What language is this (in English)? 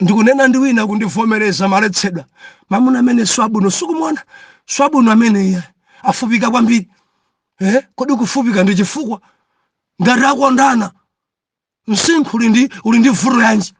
Nyanja